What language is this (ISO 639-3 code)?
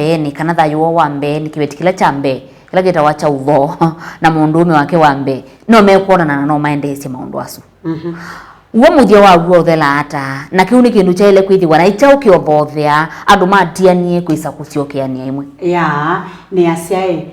kam